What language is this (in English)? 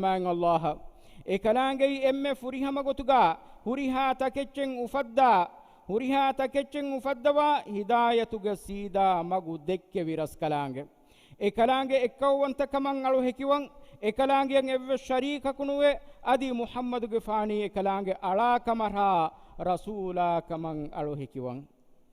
Divehi